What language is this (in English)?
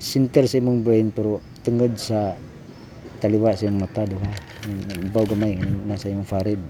Cebuano